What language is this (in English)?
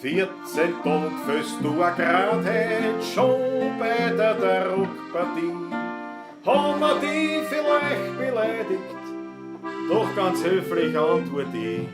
Bavarian